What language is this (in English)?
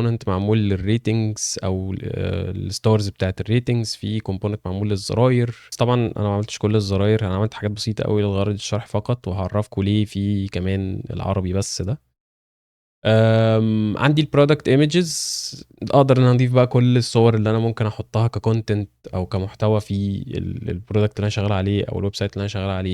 Egyptian Arabic